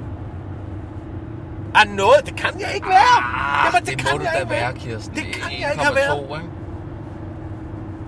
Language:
Danish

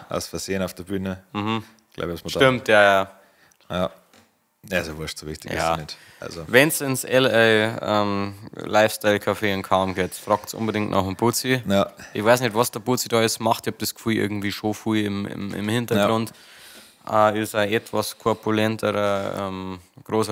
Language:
Bavarian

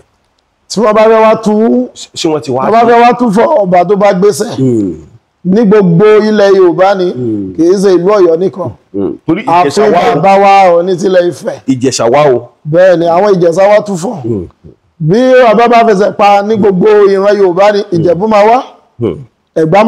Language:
Yoruba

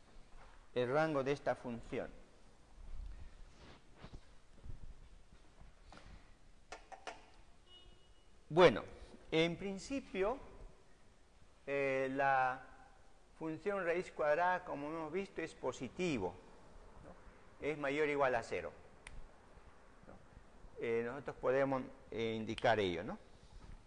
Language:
Spanish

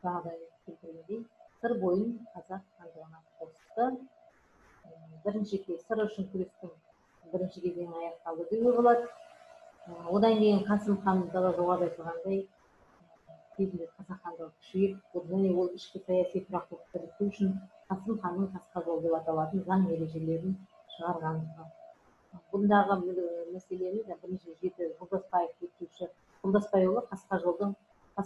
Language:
Kazakh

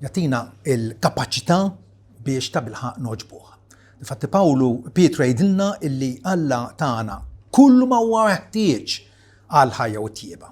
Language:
Maltese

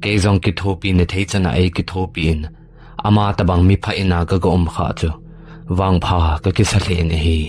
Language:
Thado Chin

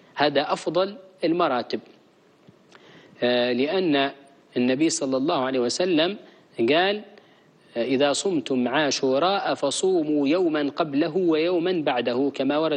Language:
Arabic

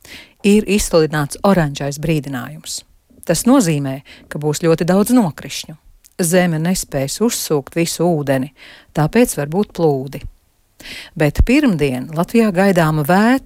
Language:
Latvian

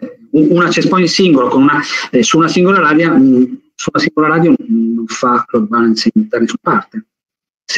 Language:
Italian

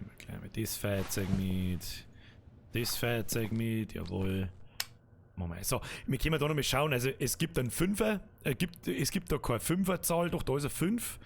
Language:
Bavarian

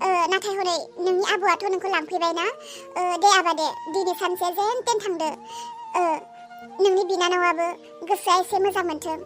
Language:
Bodo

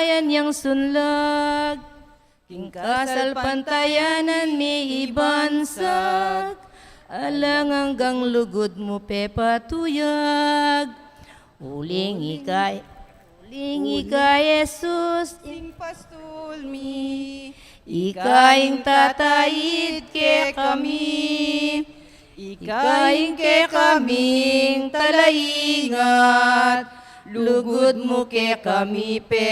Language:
Pampanga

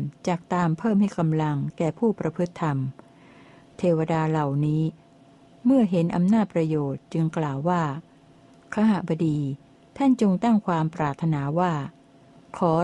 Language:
Thai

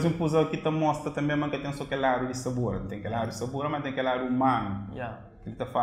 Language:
Kabuverdianu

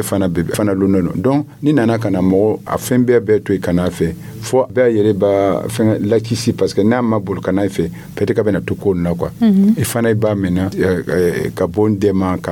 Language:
Dyula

